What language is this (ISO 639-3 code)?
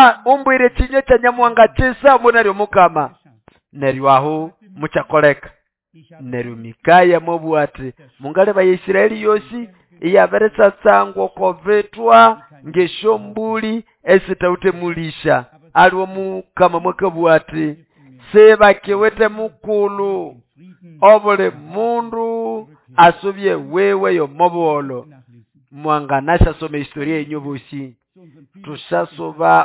nnb